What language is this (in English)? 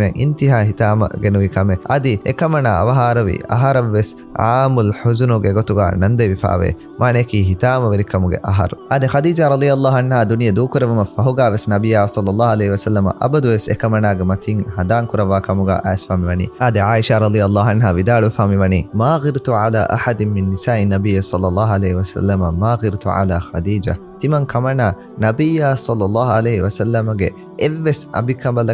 Divehi